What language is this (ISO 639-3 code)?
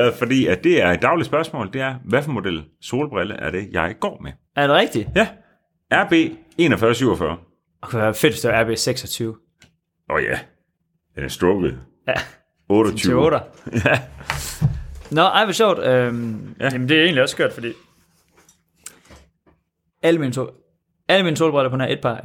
dan